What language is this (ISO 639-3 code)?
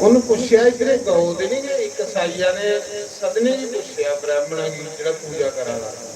doi